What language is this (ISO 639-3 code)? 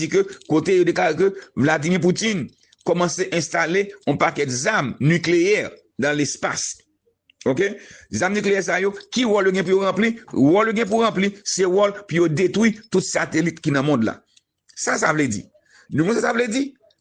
hat